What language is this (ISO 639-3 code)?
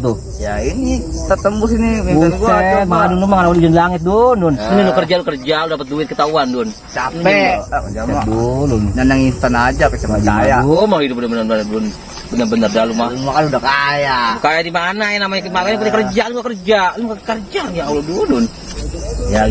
bew